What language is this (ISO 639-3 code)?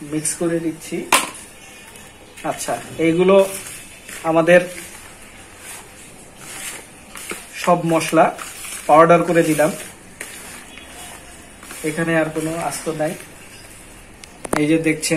ben